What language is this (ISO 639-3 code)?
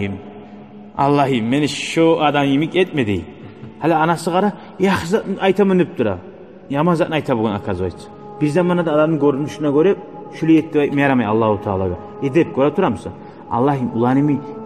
kum